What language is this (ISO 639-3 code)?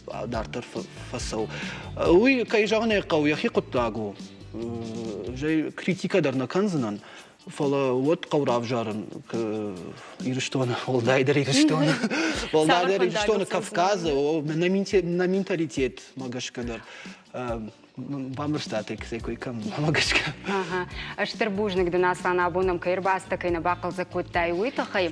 oss